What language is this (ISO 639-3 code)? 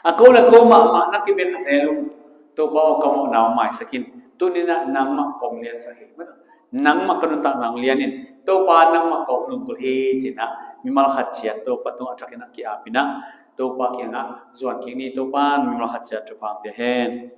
ctd